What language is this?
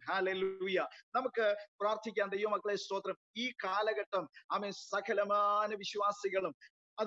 Malayalam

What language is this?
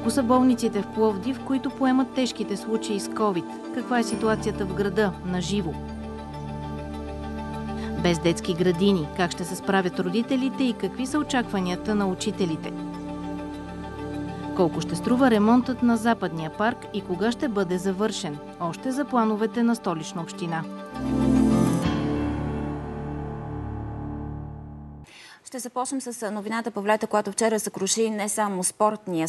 Bulgarian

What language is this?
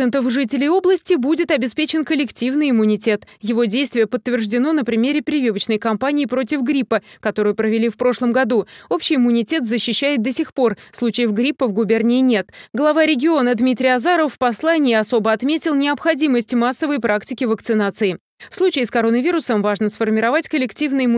Russian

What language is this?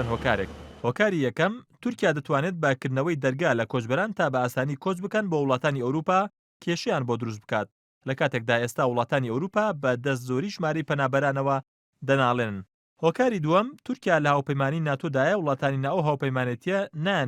Central Kurdish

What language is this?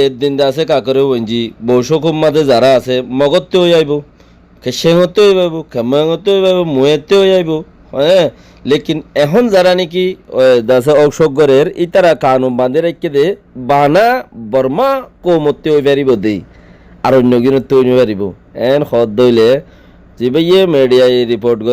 Rohingya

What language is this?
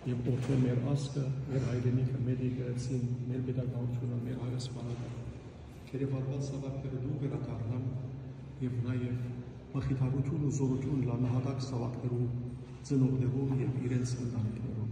Western Armenian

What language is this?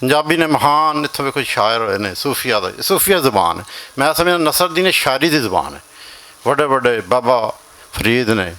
Western Panjabi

